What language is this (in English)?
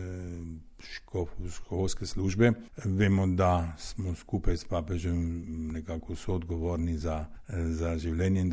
Slovenian